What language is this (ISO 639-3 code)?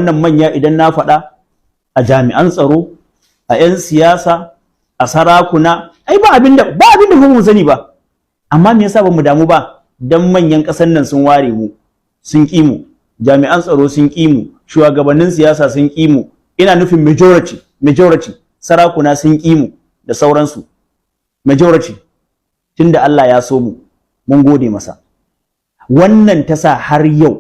hau